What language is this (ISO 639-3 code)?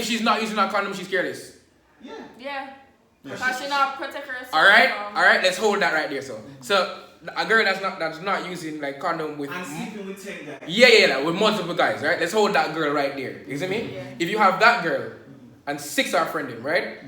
jam